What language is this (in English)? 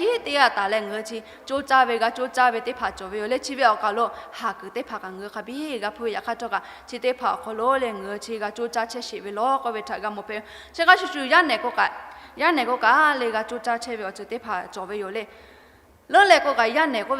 Lahu